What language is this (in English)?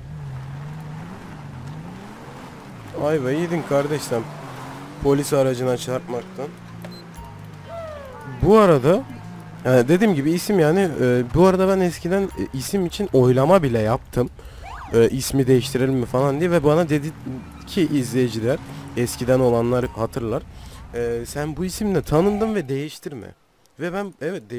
Turkish